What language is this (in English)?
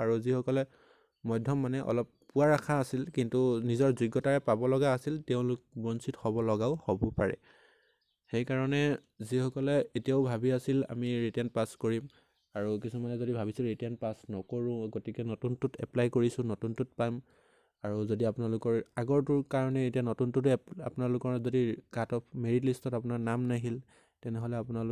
Assamese